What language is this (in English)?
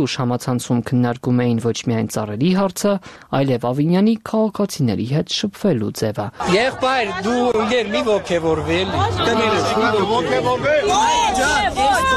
Armenian